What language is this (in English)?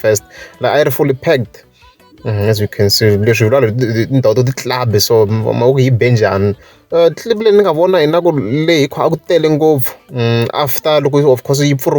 Tsonga